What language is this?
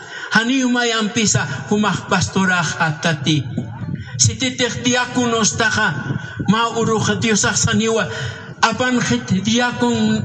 Aymara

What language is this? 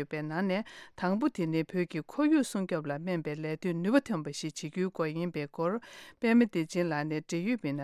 Tibetan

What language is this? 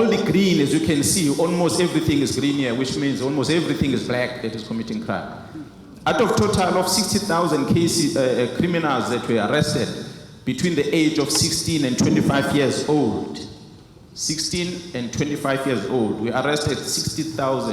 Zulu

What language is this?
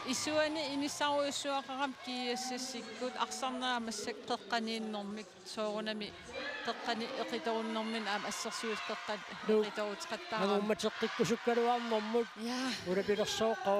Kalaallisut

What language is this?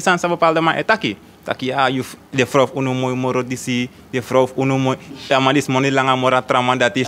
Sranan Tongo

